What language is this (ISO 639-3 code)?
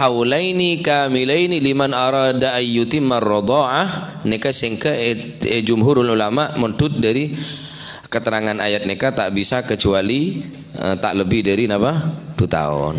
mad